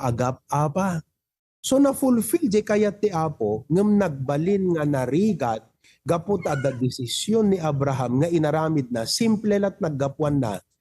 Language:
Iloko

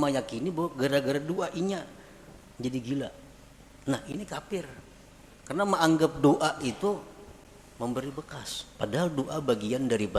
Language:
Banjar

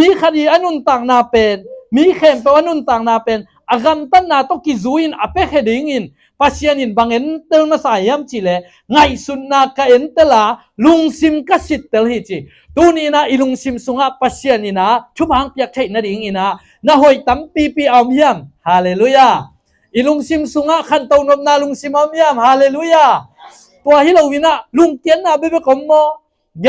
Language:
Tedim Chin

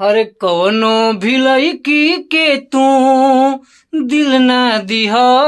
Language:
Bhojpuri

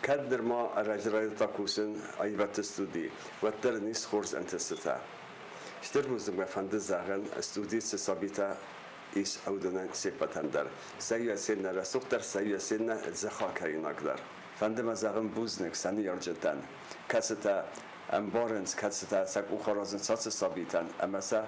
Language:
Ossetic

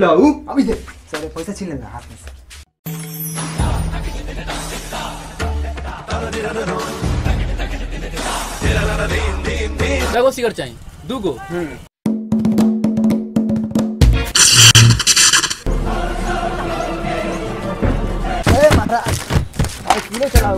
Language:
Bhojpuri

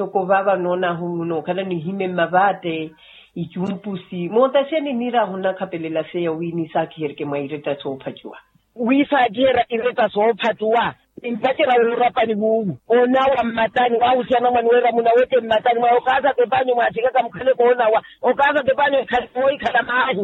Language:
Makhuwa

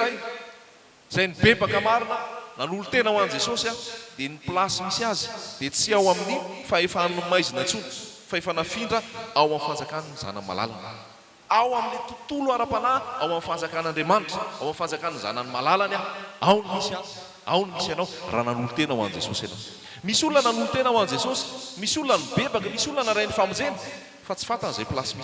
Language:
Malagasy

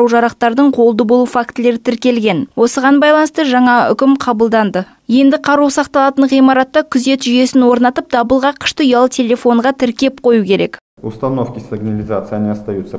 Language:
Kazakh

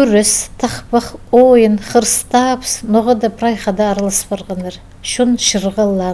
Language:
Khakas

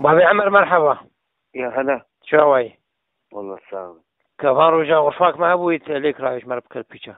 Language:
Kurdish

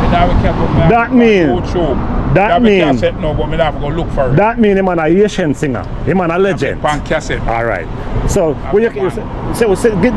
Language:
Jamaican Creole English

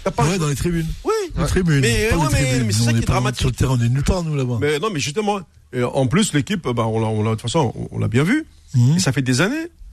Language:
French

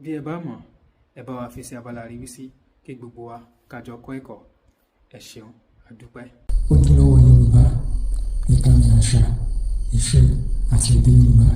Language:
Yoruba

